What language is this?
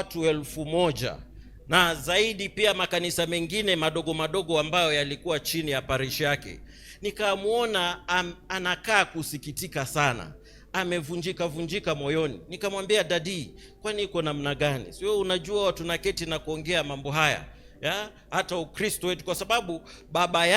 Swahili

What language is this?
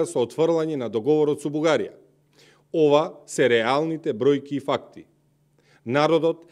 Macedonian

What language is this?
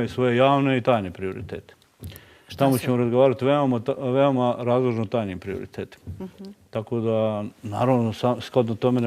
Bosnian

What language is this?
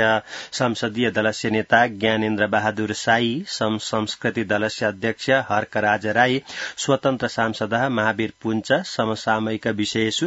Sanskrit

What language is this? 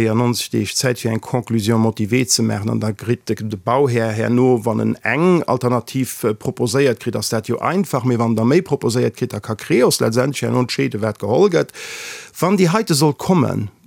Luxembourgish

